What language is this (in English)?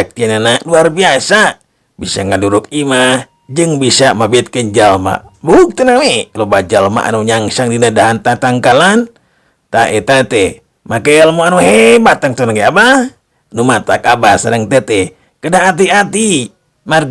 Sundanese